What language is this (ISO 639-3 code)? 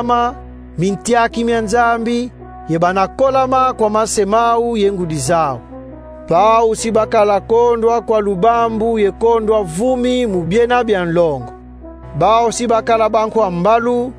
kon